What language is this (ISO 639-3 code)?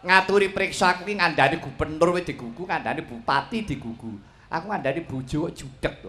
jav